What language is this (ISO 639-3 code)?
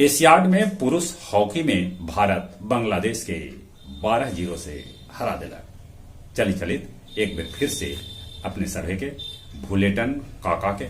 mag